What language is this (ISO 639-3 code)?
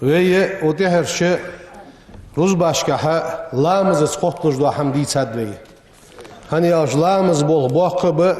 inh